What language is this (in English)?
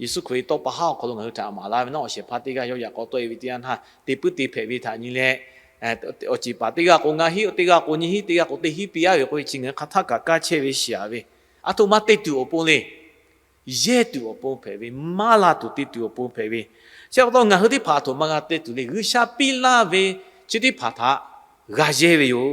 Lahu